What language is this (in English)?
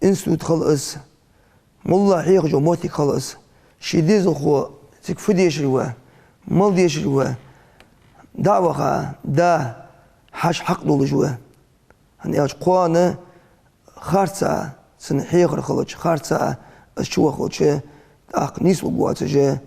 Ingush